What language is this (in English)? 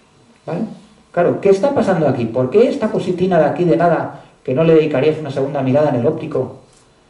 Spanish